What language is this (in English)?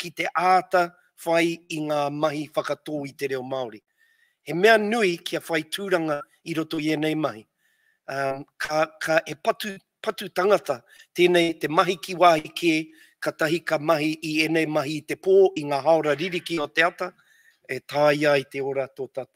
Māori